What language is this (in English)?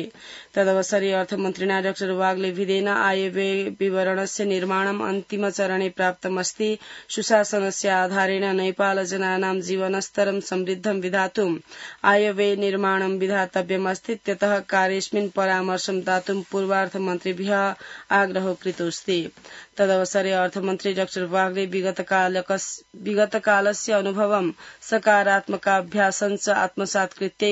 Sanskrit